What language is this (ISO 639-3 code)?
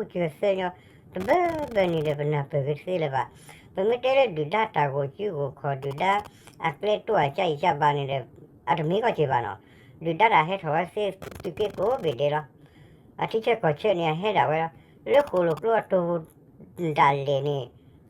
ksw